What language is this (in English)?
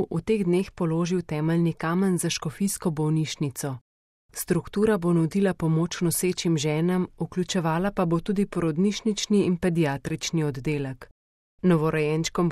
Slovenian